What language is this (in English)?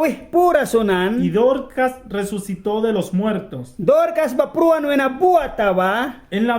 Mískito